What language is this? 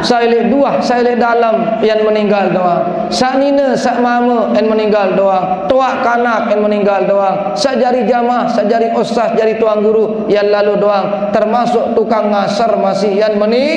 Sasak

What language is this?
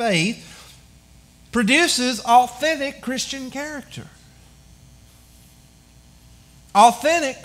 English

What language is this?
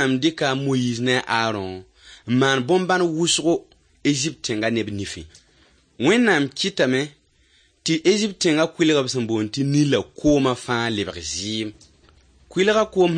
Mossi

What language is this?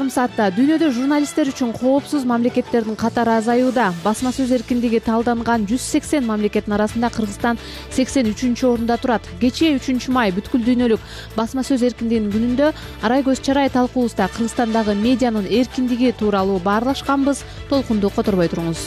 Kyrgyz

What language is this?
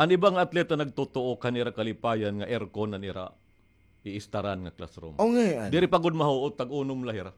Waray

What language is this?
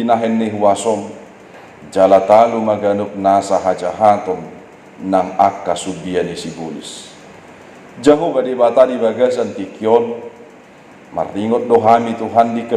Batak Toba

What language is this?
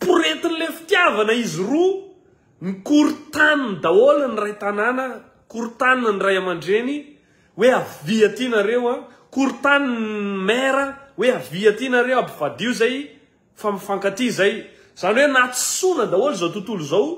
Malagasy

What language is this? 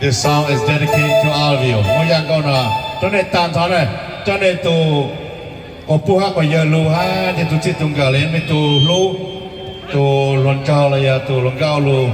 Hmong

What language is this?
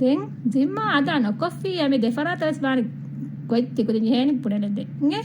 Divehi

